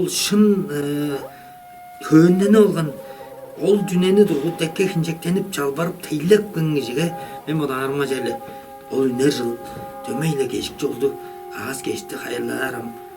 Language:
Tuvinian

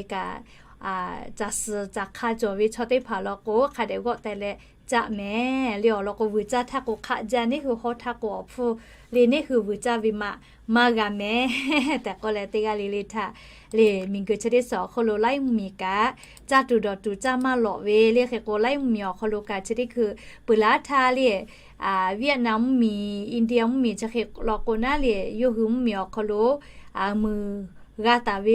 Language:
Lahu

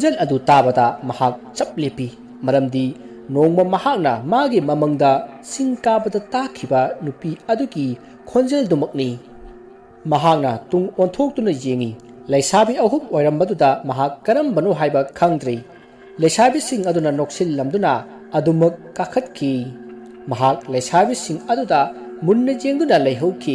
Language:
Manipuri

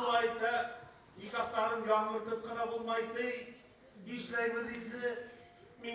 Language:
Bashkir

